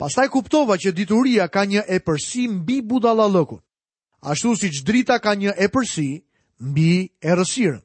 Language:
Albanian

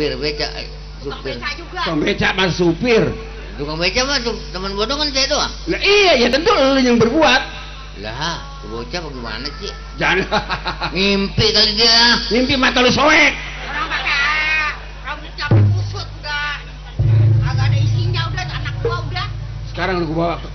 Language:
Betawi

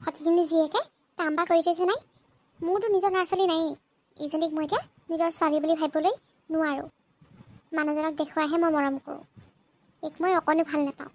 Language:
Assamese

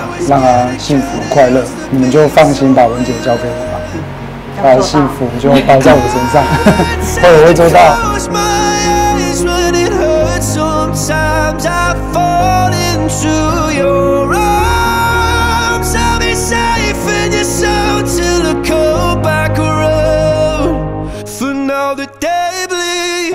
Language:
Chinese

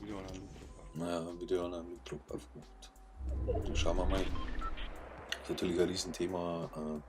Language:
Bavarian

